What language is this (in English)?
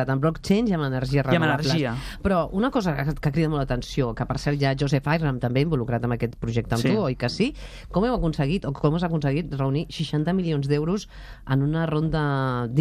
Catalan